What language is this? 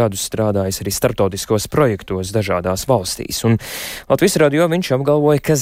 Latvian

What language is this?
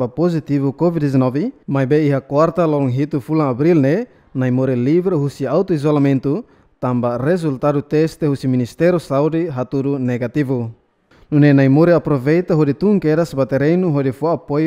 Tetum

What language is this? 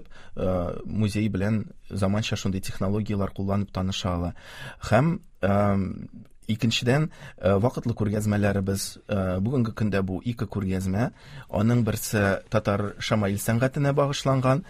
Tatar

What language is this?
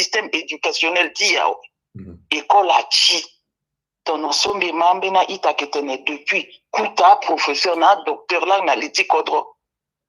Sango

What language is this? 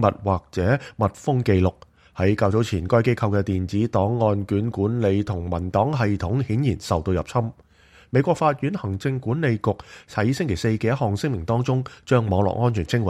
Cantonese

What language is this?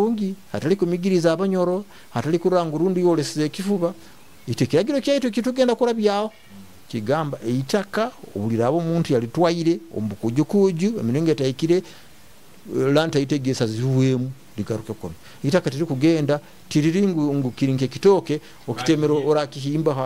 Nyoro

